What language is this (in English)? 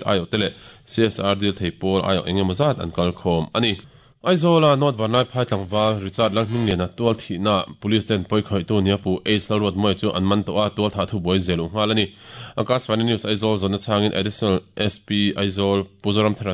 Mizo